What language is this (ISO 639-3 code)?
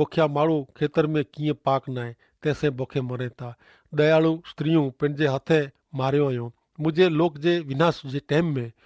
kfr